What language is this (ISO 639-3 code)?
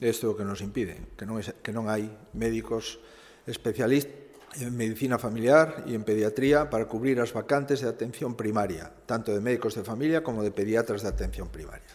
glg